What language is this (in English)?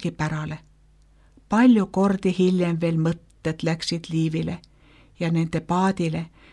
Estonian